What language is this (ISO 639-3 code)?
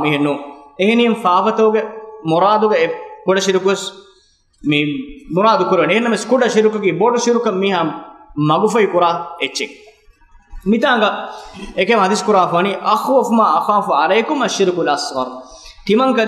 div